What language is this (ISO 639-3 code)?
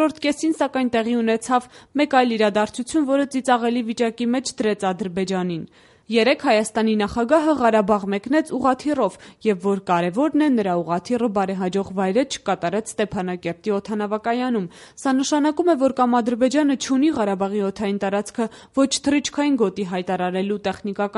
hye